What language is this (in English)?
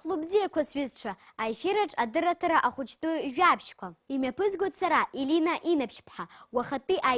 Abkhazian